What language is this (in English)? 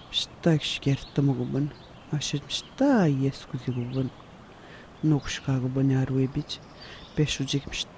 Atikamekw